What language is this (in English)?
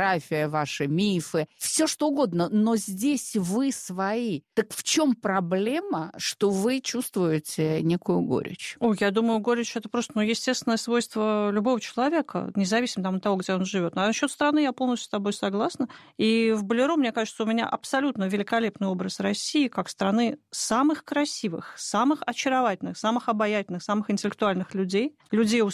Russian